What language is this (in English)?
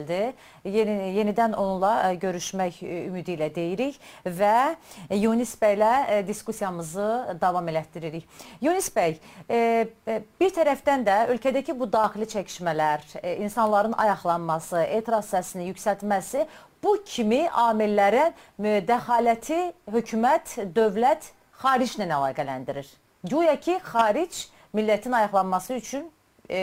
South Azerbaijani